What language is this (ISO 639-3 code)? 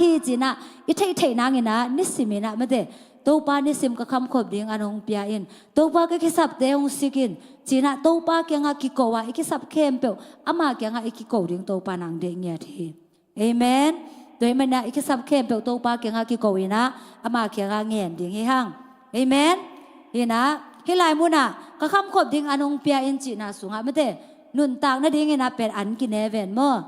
ctd